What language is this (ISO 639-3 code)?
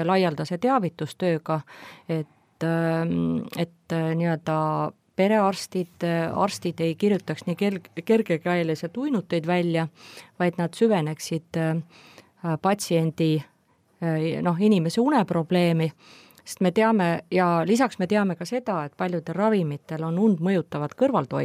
est